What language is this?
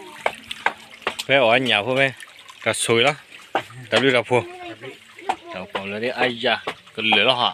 S'gaw Karen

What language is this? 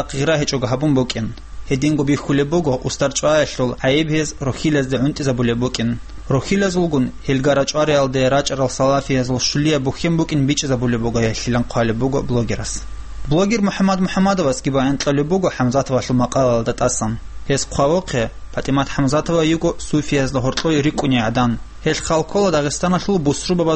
Avaric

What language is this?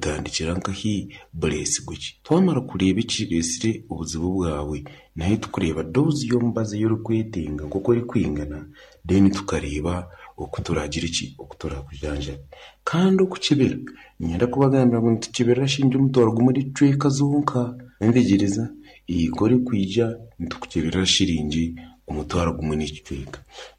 Nyankole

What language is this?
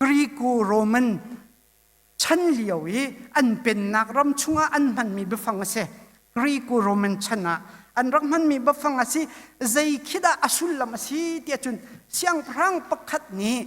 Hakha Chin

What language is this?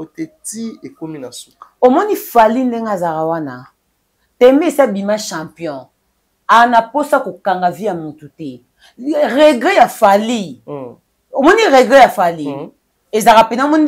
Lingala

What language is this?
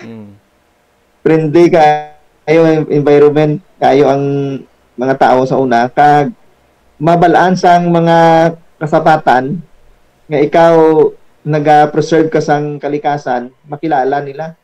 Hiligaynon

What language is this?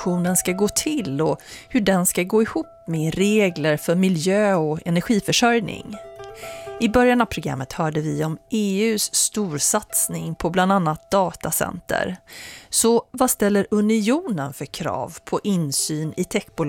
Swedish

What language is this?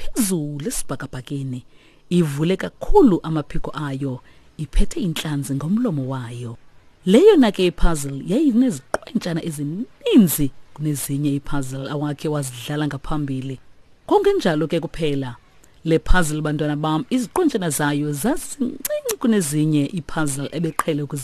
Xhosa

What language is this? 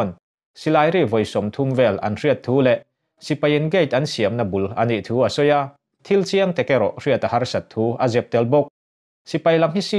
Mizo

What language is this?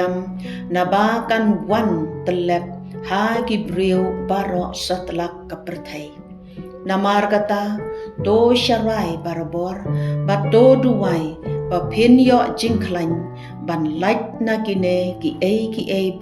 Khasi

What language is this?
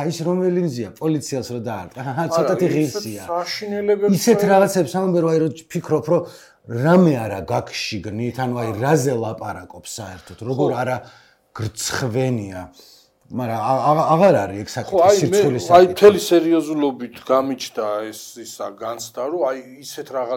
Georgian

